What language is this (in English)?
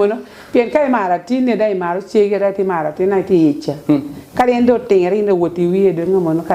Lango (Uganda)